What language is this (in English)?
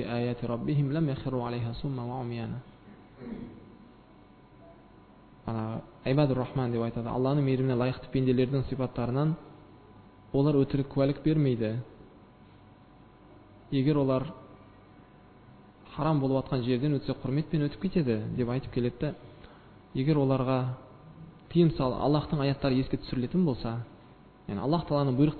Kazakh